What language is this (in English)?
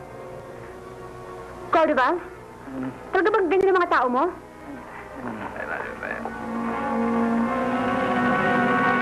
Filipino